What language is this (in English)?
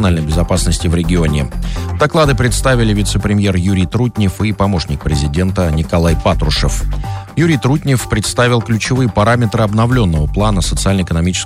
Russian